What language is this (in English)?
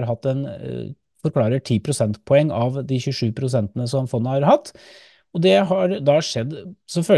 Norwegian